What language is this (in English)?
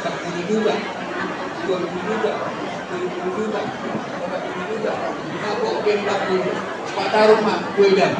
Batak Toba